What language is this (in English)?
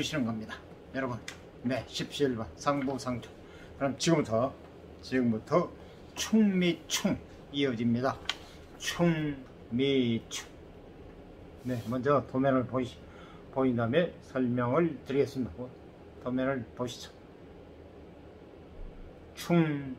Korean